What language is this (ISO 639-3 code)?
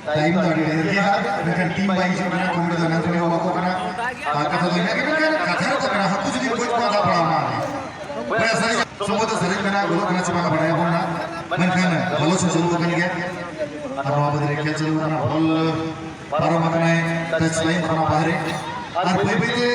sat